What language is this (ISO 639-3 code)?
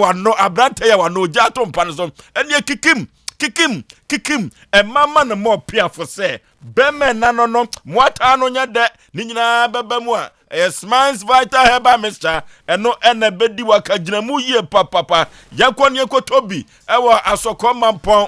aka